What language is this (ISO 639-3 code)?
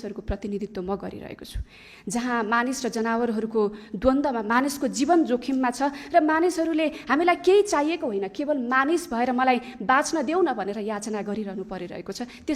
nep